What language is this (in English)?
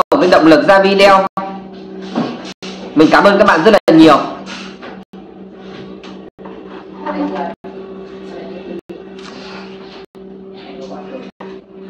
Vietnamese